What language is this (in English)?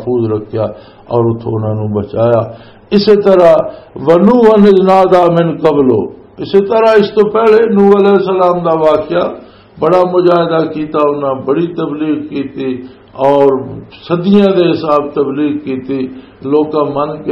Western Panjabi